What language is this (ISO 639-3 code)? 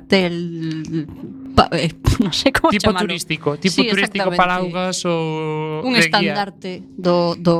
glg